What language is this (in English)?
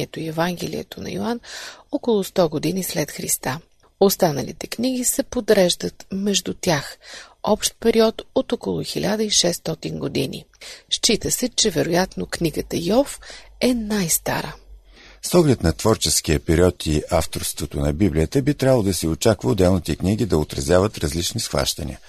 Bulgarian